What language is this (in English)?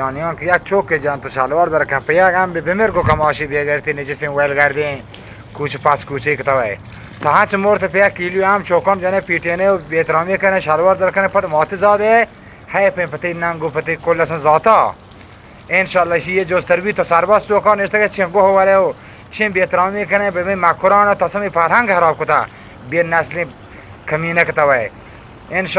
Eastern Balochi